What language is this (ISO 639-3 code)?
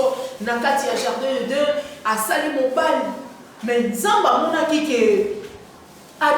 lin